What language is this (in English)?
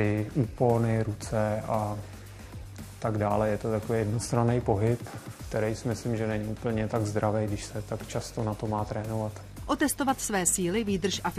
Czech